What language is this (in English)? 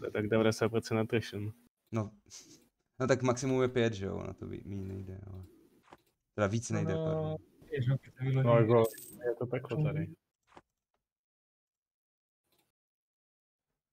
Czech